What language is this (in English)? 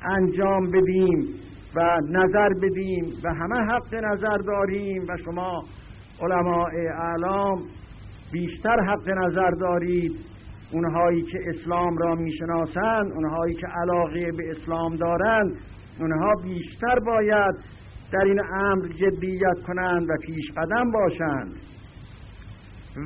Persian